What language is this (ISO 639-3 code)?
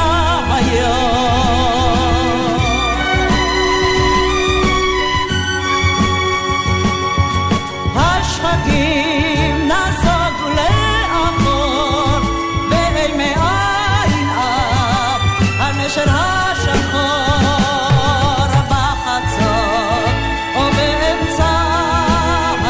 heb